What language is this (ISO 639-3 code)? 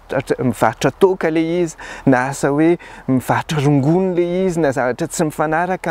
mlg